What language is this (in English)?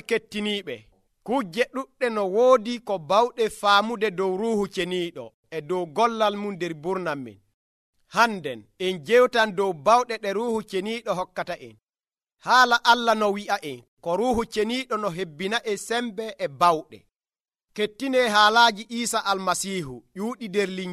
Nigerian Fulfulde